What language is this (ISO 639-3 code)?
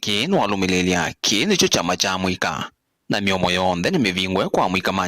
kam